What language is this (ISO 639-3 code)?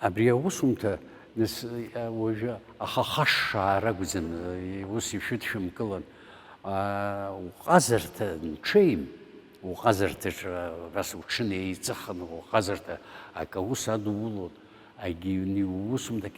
abk